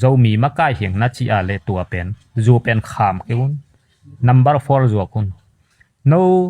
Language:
Tedim Chin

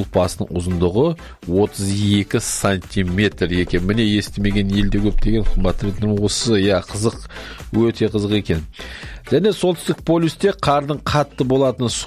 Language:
Kazakh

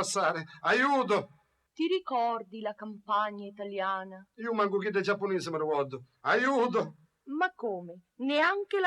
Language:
Sicilian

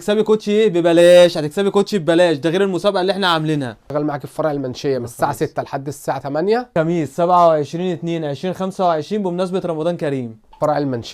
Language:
Egyptian Arabic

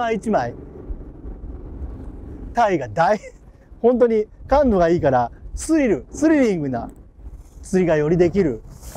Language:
Japanese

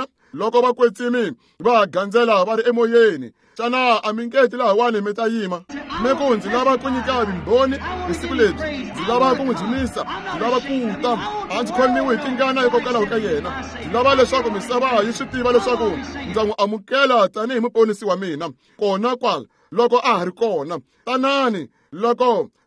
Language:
Tsonga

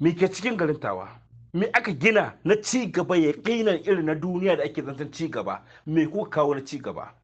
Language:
Hausa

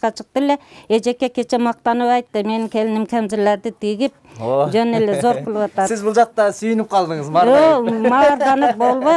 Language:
Kyrgyz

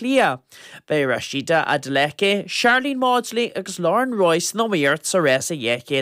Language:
Irish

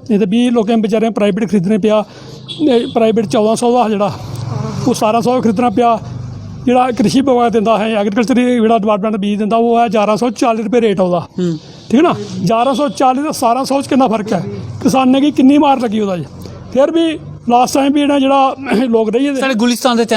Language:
Dogri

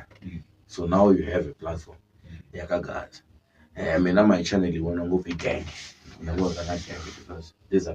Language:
Tsonga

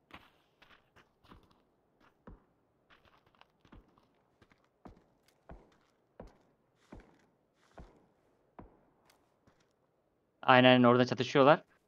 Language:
Turkish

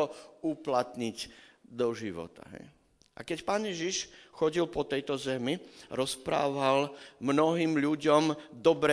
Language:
Slovak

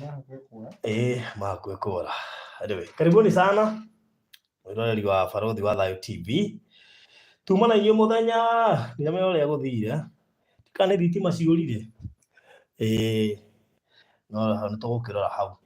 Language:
Kikuyu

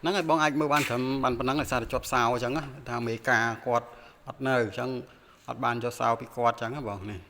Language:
Khmer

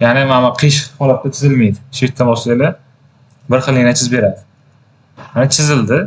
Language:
Uzbek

